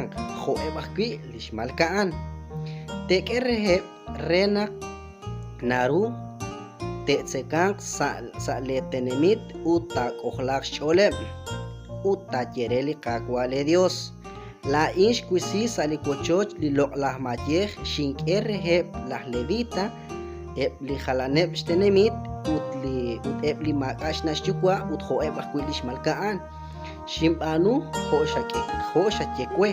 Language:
Kekchí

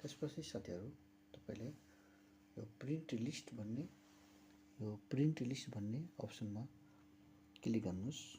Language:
Nepali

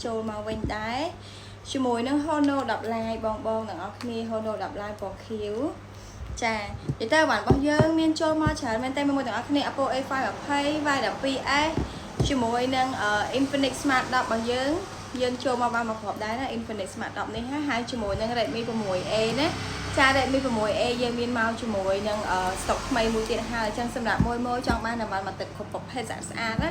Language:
Khmer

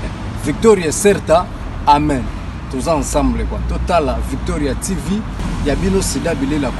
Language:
Lingala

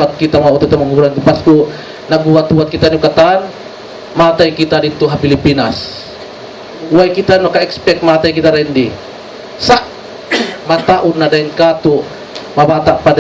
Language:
Tausug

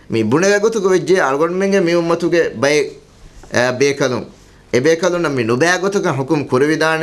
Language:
Divehi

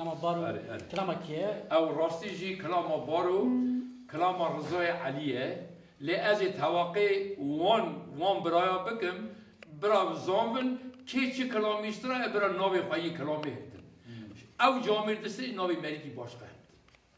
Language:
Kurdish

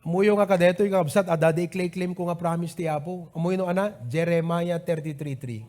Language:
Iloko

